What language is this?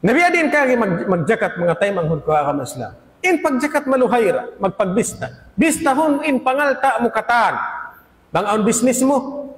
Tausug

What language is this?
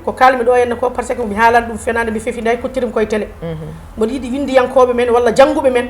Fula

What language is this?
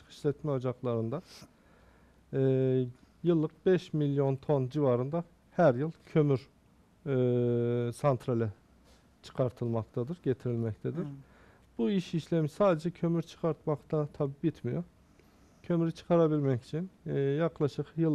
Turkish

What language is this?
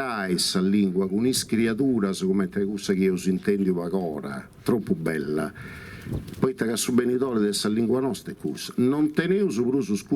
Sardinian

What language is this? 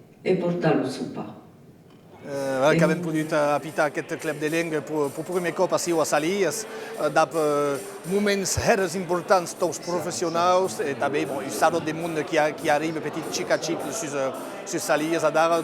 Occitan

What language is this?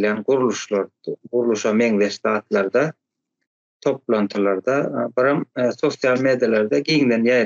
Turkmen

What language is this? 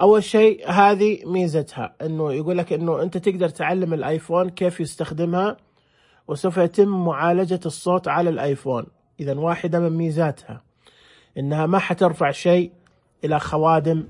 Najdi Arabic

